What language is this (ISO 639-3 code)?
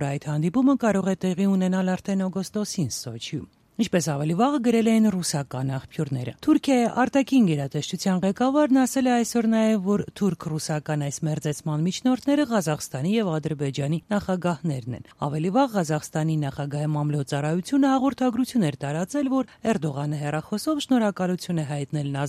hye